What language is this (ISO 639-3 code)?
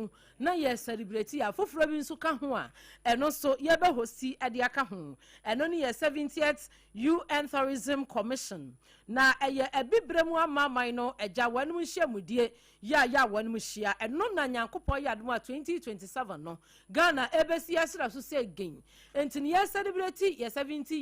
aka